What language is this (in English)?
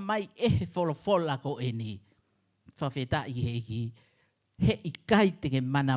Tongan